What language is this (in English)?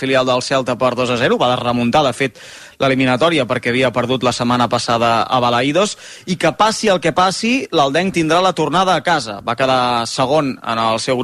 Catalan